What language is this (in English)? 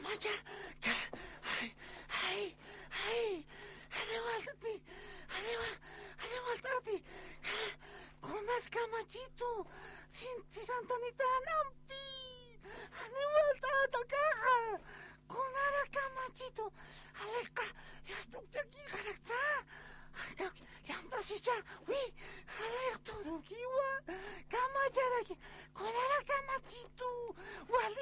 Aymara